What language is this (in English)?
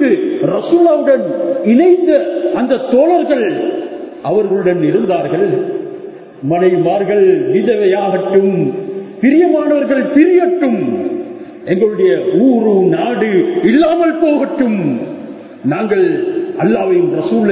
Tamil